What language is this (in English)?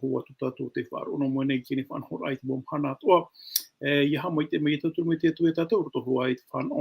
Tahitian